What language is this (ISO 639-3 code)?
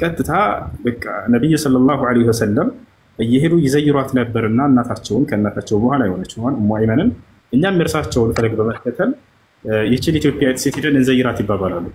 amh